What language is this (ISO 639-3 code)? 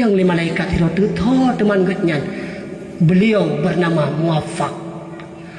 ace